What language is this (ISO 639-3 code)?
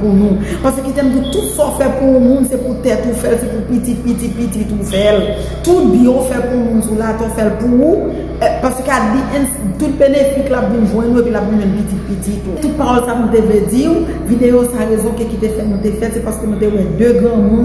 hat